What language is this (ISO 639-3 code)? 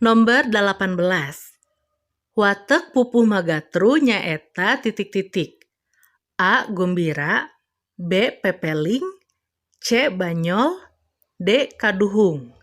sun